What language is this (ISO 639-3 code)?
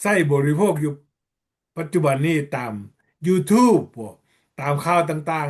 lao